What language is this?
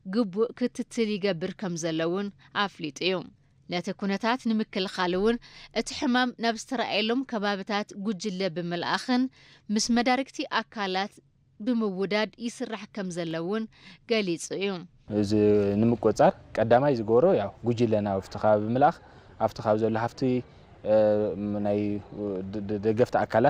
Tigrinya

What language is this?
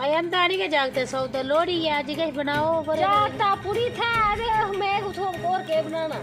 Dogri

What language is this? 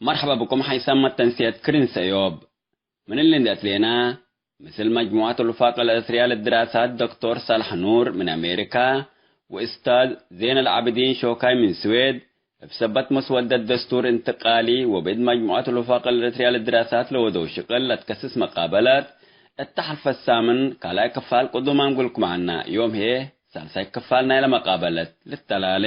Tigre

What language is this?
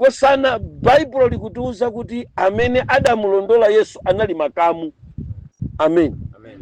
Nyanja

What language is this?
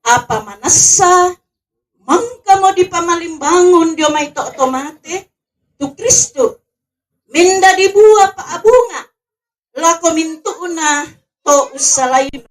Toraja-Sa'dan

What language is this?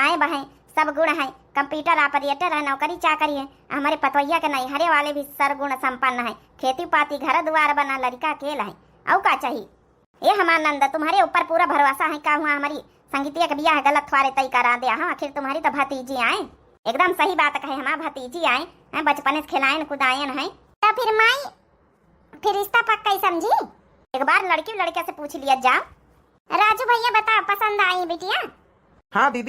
Awadhi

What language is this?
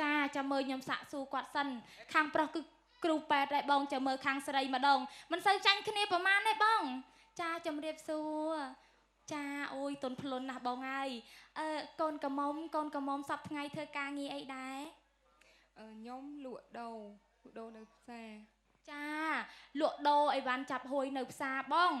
Khmer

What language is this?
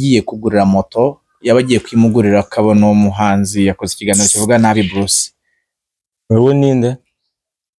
Kinyarwanda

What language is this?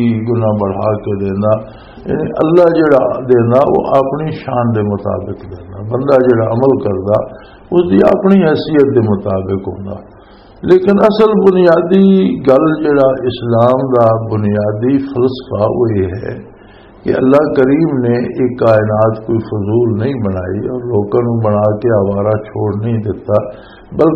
Western Panjabi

